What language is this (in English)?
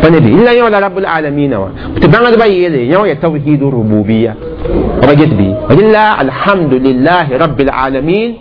Mossi